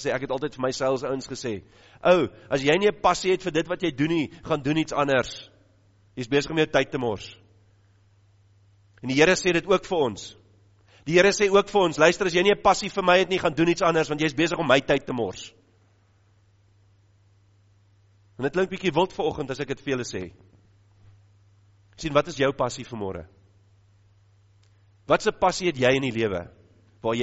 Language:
Afrikaans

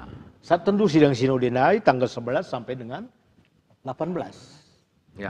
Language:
Batak Karo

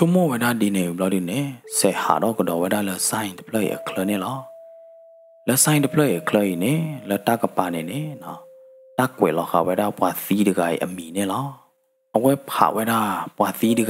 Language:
S'gaw Karen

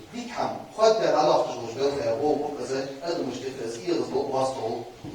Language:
Ingush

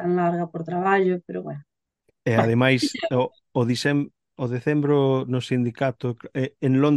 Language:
Galician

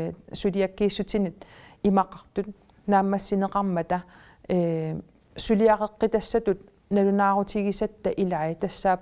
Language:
Kalaallisut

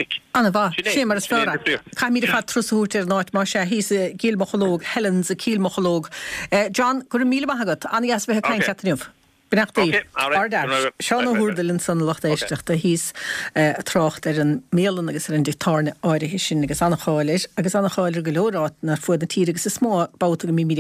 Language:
Irish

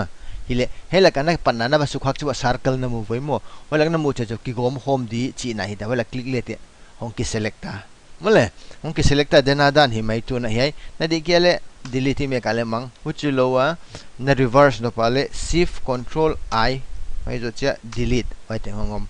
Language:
Paite Chin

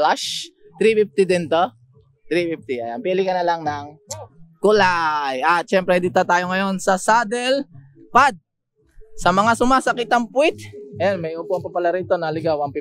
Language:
Filipino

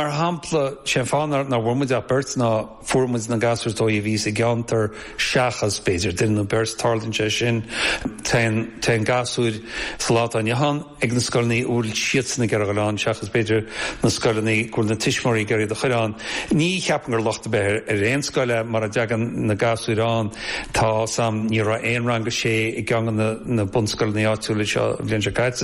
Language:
Irish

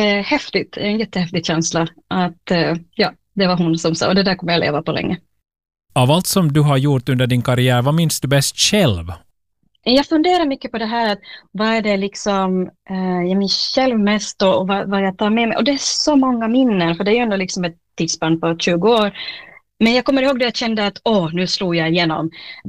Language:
Swedish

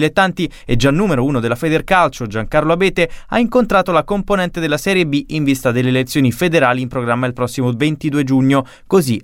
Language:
Italian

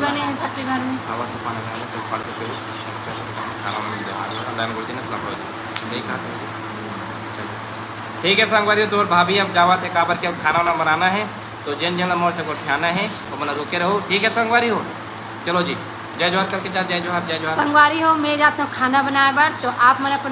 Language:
Chhattisgarhi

